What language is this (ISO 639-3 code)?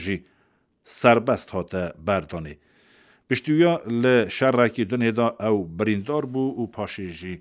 kur